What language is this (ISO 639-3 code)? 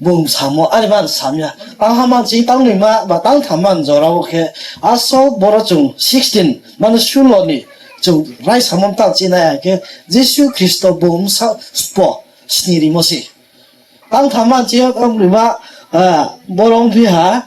ria